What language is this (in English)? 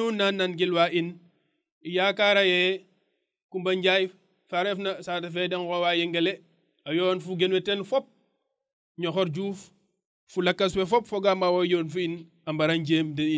Serer